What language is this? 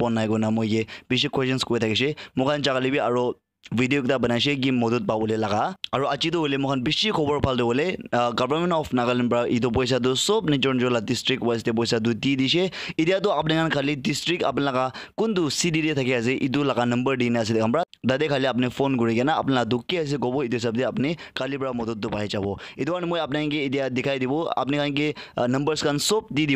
Naga Pidgin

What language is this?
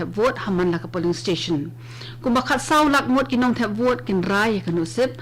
Khasi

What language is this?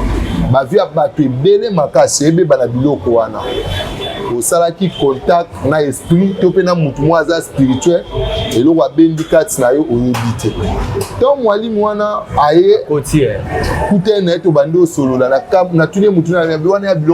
Lingala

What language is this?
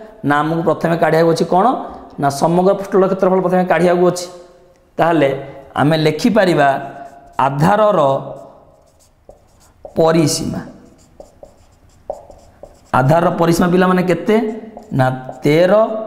Odia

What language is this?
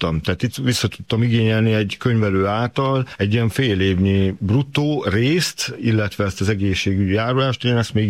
Hungarian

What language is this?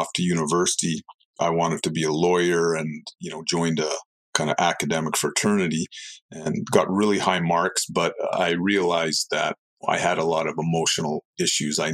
English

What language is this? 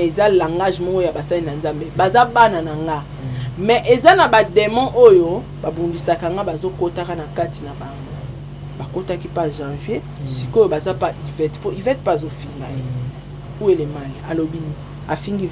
Lingala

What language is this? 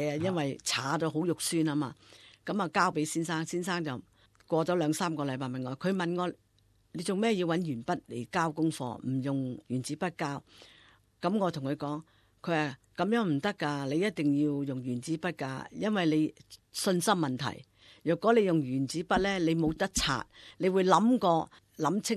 Cantonese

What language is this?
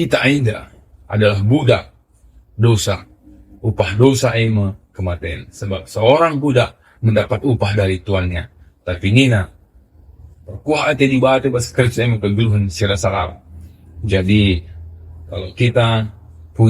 Batak Karo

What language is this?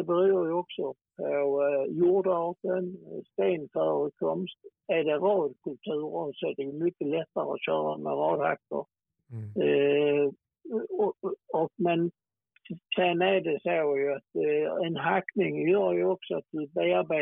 Swedish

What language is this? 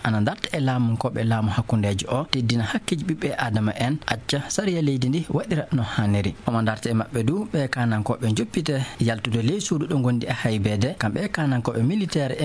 Fula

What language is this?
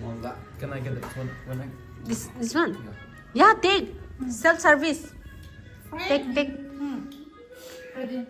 Kok Borok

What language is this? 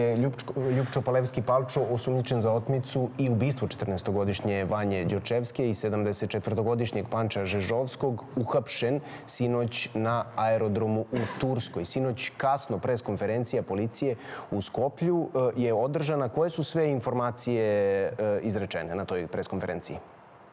Serbian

